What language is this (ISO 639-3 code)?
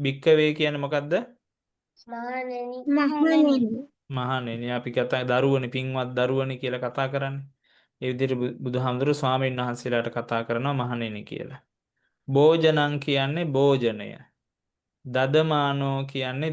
sin